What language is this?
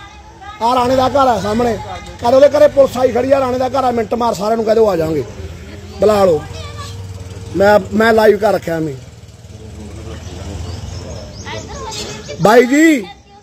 Punjabi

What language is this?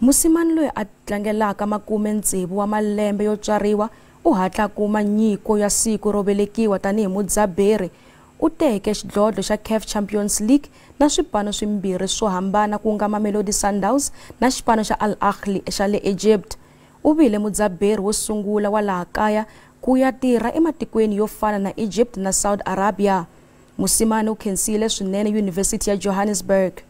Tsonga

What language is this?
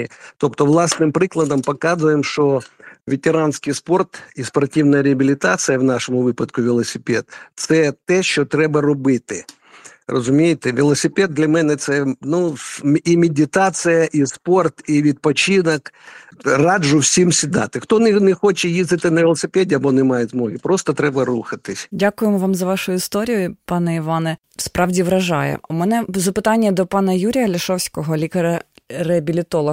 Ukrainian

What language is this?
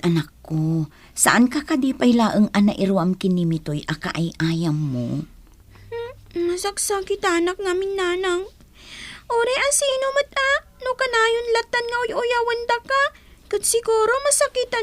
Iloko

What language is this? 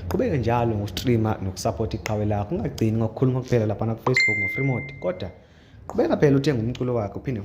Zulu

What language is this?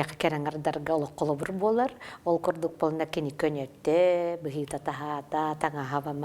Yakut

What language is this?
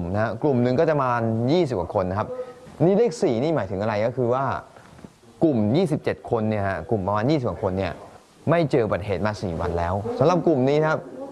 Thai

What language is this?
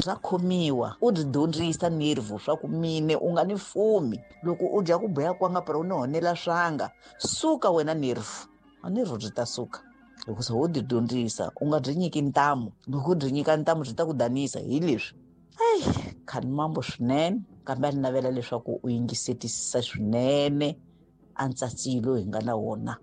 Tsonga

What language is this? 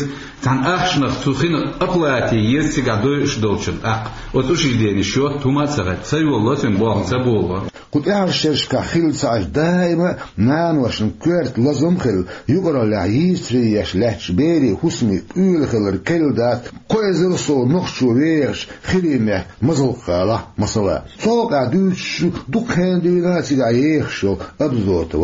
Chechen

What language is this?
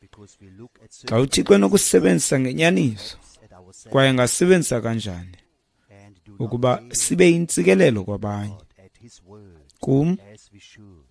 Xhosa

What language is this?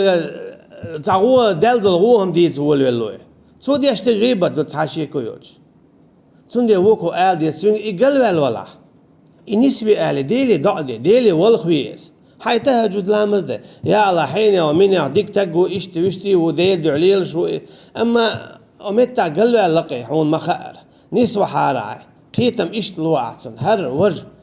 Chechen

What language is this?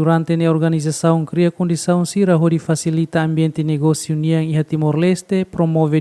Tetum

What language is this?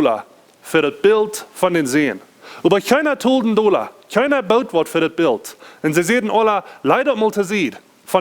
Plautdietsch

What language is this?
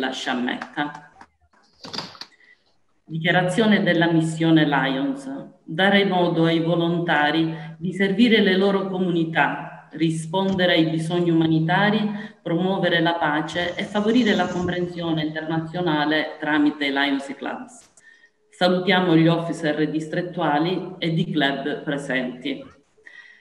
Italian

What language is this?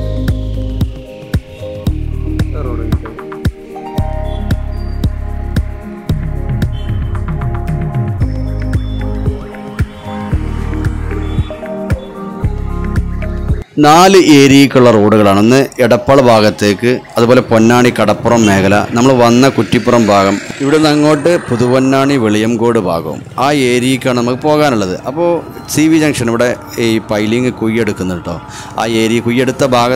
Malayalam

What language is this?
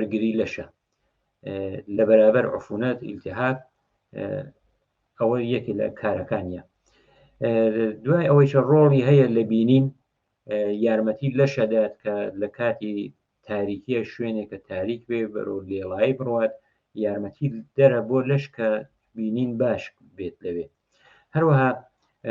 Central Kurdish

